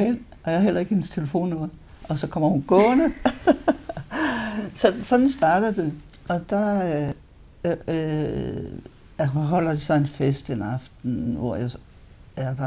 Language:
Danish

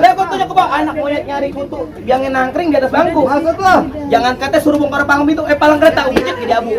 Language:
Betawi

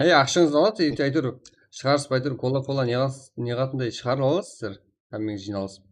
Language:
Kara-Kalpak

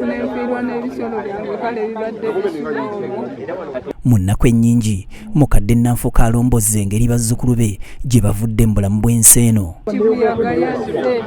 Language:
Ganda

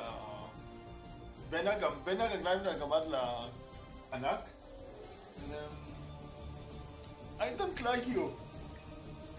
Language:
Hebrew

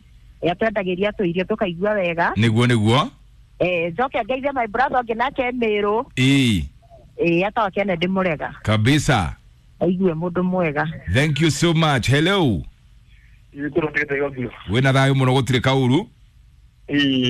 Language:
Kikuyu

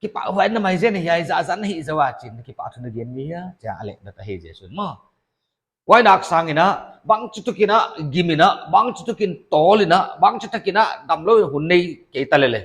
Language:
Paite Chin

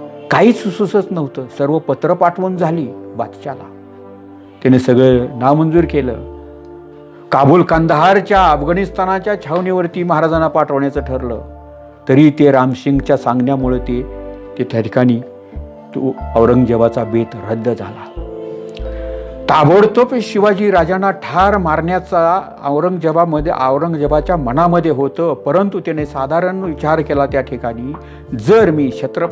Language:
Marathi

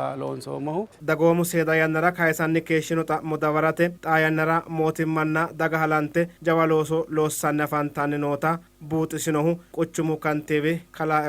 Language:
Sidamo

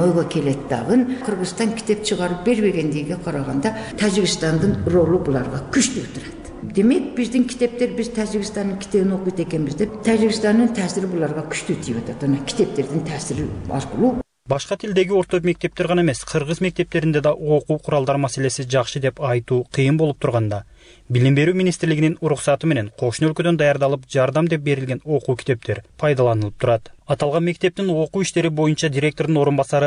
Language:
Kyrgyz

